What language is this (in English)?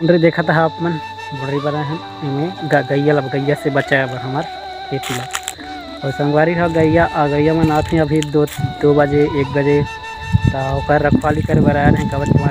Chhattisgarhi